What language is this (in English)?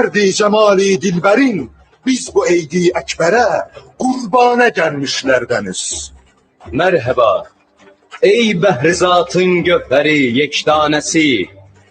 South Azerbaijani